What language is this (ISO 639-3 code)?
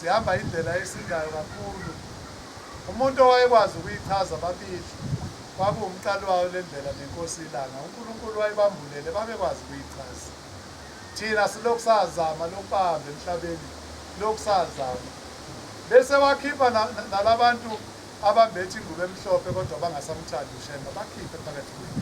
zul